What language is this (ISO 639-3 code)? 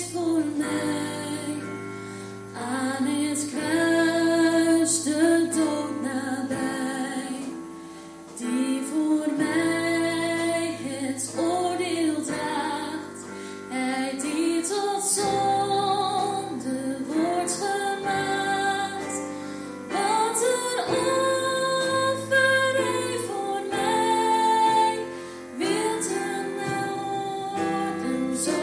nld